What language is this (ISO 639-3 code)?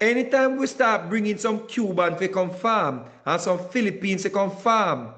jam